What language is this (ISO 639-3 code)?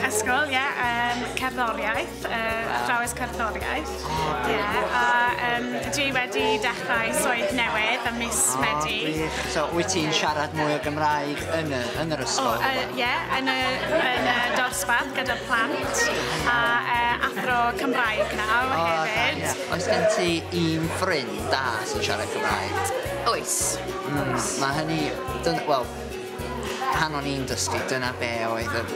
cym